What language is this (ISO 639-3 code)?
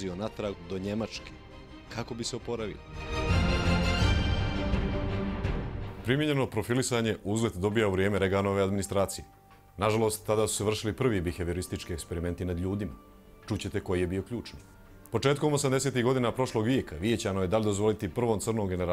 bos